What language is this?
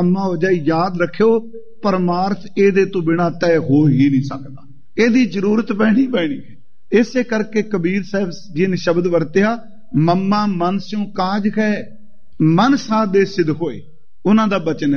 Punjabi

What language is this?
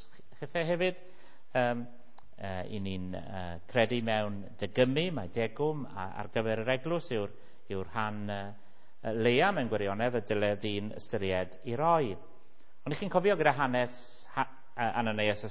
Welsh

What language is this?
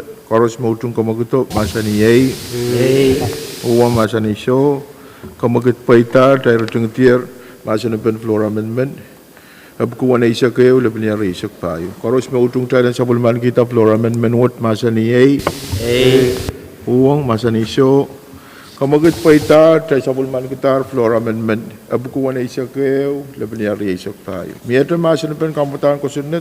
Pohnpeian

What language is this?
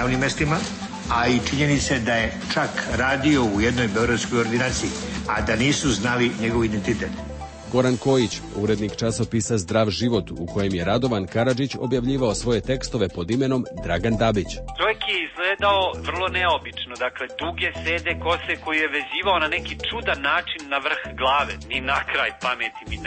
Serbian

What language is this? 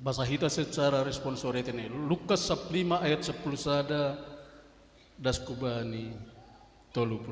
Batak Simalungun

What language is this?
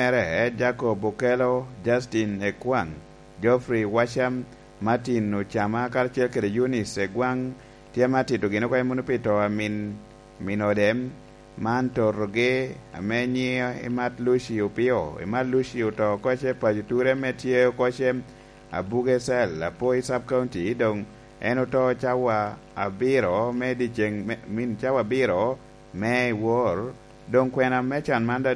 Lango (Uganda)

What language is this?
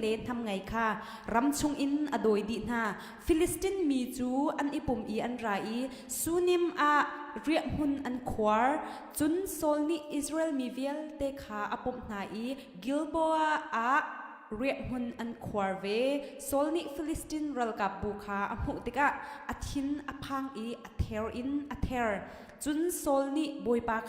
Hakha Chin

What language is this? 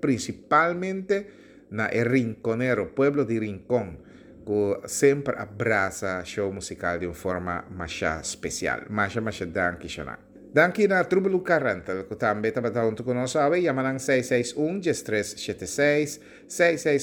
Papiamento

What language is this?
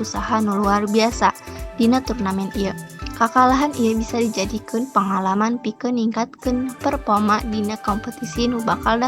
Sundanese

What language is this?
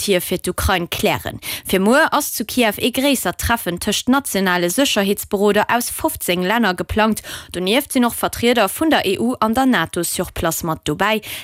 Luxembourgish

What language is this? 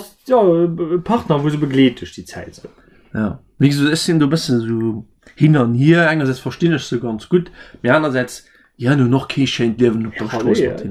Luxembourgish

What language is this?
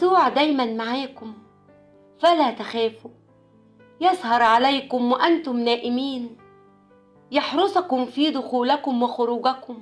Egyptian Arabic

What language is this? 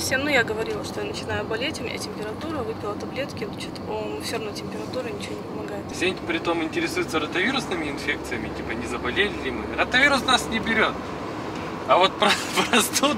Russian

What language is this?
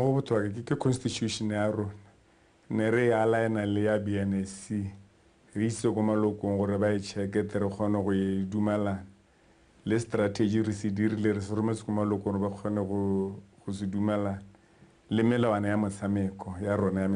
Tswana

